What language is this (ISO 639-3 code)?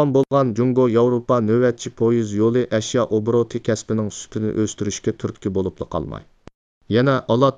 uig